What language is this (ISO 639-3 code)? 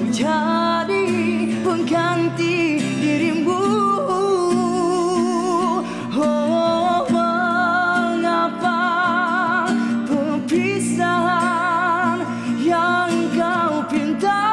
msa